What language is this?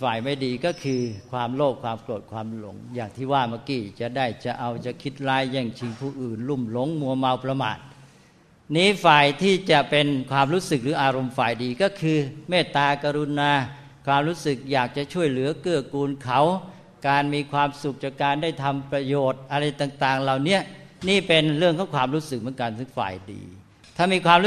Thai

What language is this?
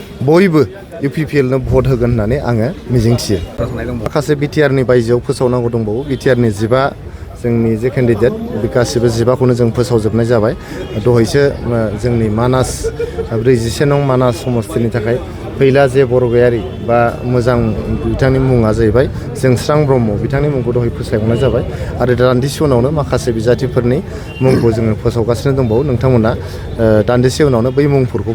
Bodo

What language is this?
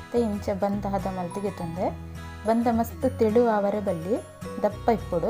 Tulu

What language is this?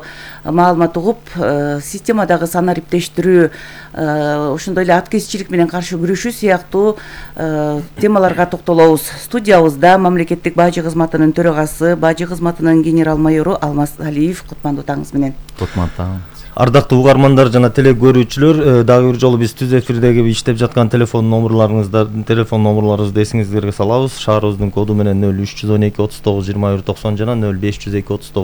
Kyrgyz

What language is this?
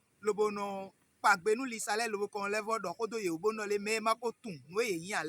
Fon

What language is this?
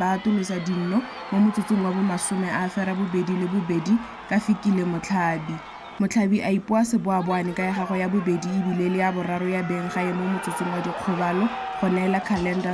Tswana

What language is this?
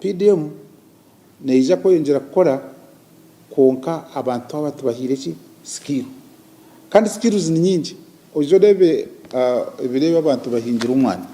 Nyankole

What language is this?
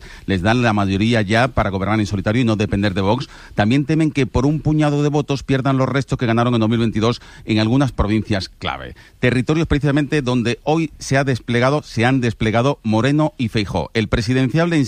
Spanish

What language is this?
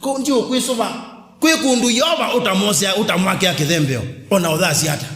Kamba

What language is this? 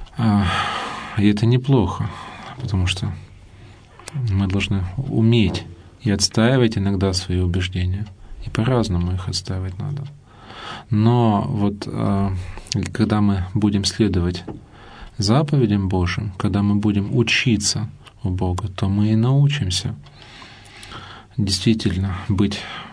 Russian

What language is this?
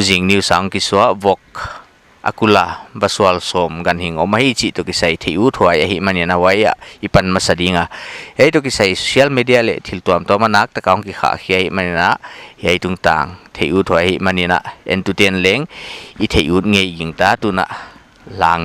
Paite Chin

